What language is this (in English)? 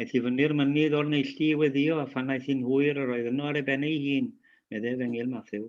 Welsh